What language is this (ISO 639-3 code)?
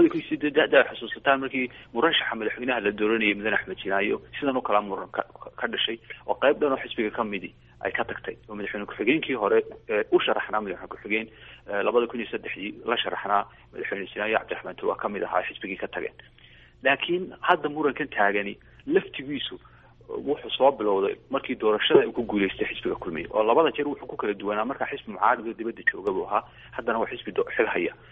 som